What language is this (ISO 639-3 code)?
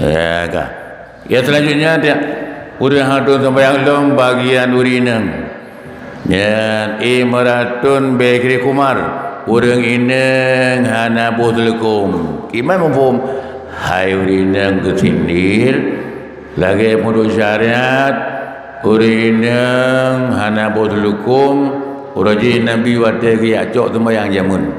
ace